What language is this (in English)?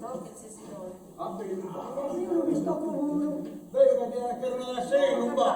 Sardinian